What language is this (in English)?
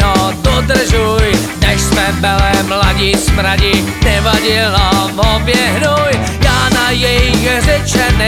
Czech